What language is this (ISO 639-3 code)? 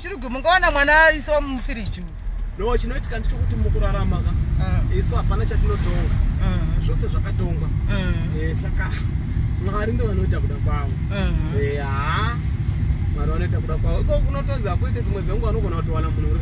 sna